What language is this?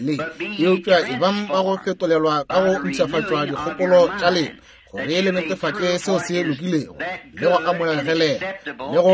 Northern Sotho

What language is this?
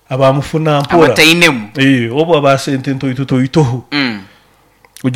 Nyoro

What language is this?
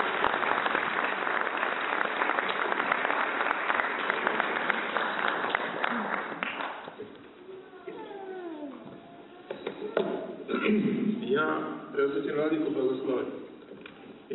Serbian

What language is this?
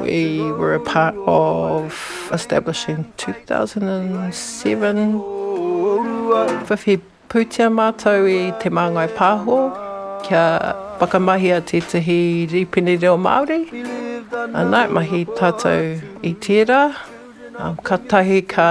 Māori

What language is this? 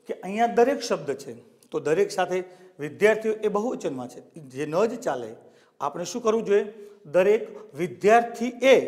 Gujarati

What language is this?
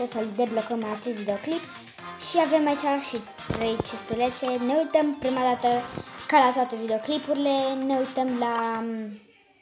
Romanian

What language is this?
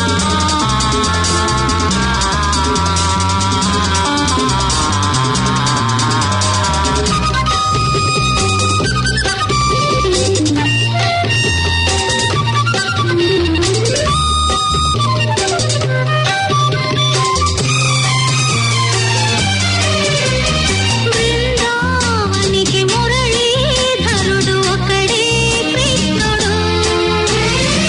Telugu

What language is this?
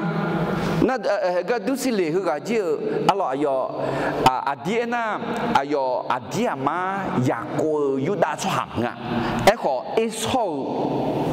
Akha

